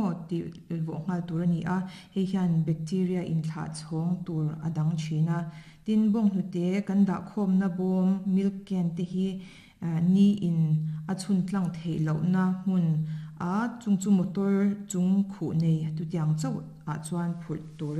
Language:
Mizo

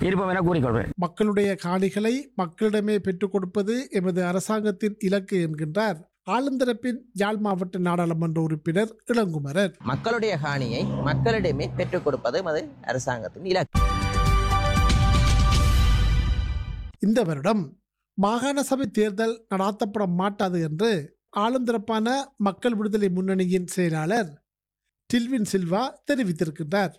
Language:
Tamil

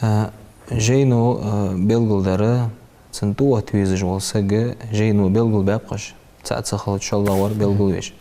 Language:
Ingush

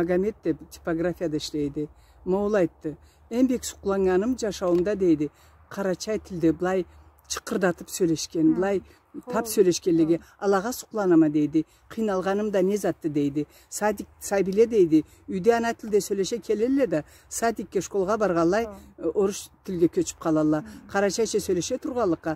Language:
Karachay-Balkar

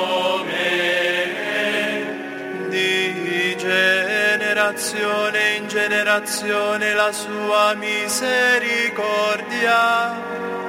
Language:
Italian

